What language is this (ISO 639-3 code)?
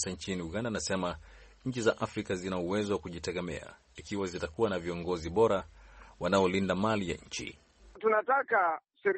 swa